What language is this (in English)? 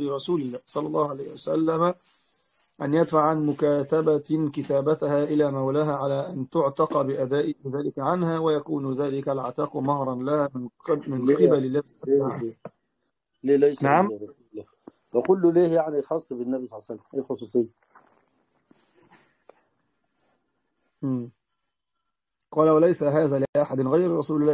Arabic